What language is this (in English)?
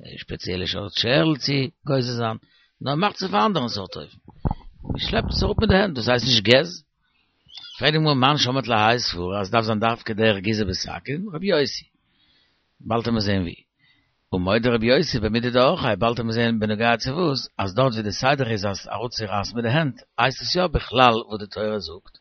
Yiddish